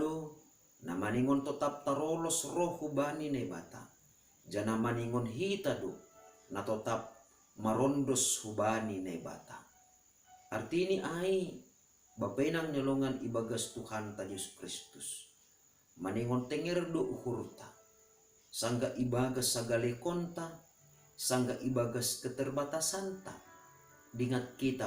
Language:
Batak Simalungun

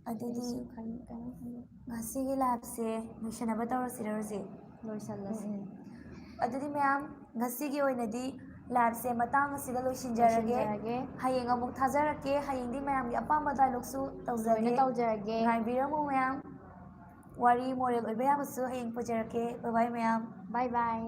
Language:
Manipuri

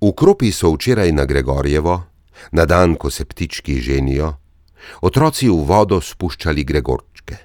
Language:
Slovenian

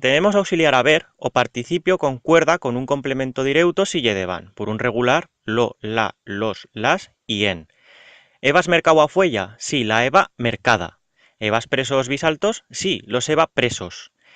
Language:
Aragonese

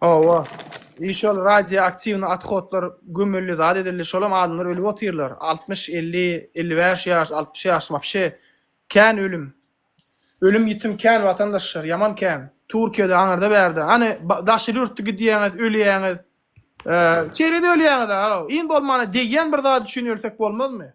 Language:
Turkmen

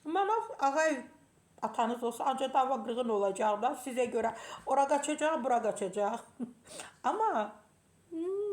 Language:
Azerbaijani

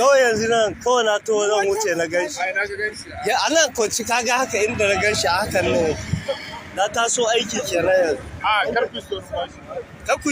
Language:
Hausa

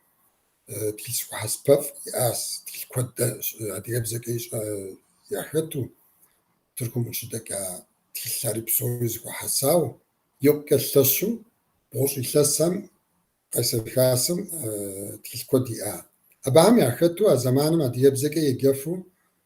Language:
Kabardian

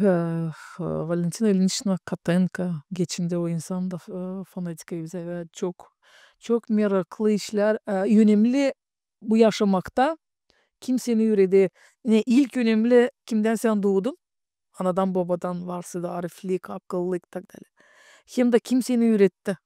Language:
Gagauz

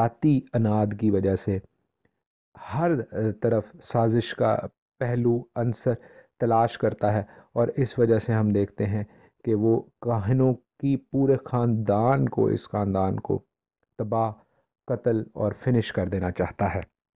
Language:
Urdu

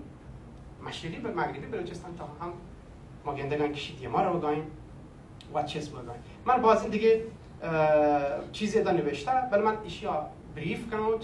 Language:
Baluchi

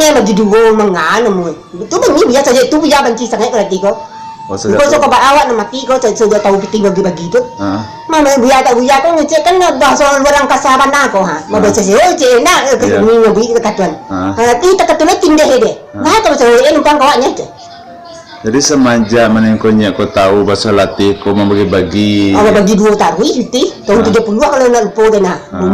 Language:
Minangkabau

